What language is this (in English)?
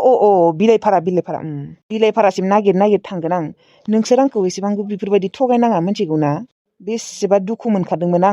Bodo